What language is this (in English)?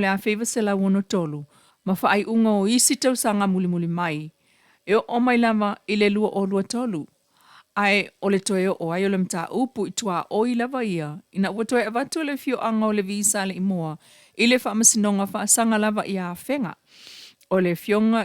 Samoan